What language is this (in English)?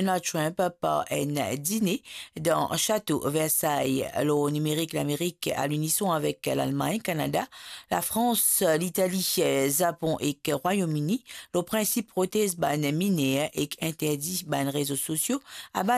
Morisyen